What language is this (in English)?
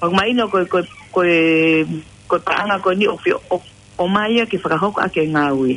Tongan